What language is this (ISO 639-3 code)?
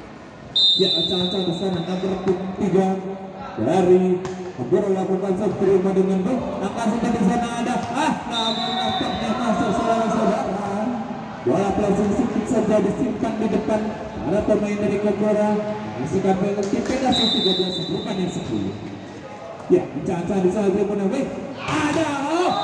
ind